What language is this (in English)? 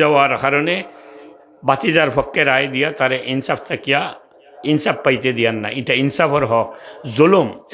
Sylheti